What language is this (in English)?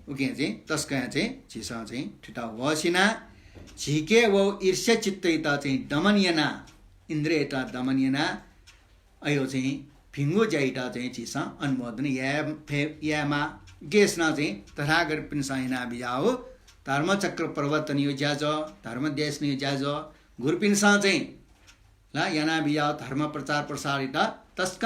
Newari